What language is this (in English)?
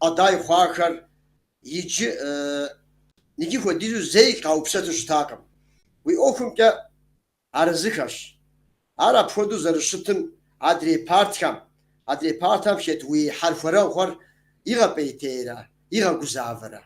Kabardian